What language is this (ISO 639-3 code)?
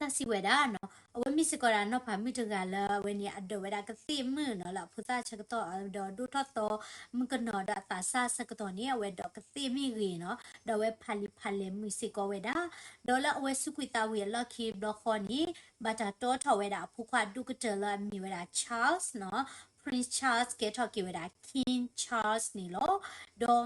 ksw